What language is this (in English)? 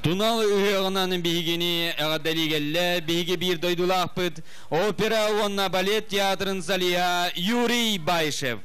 Yakut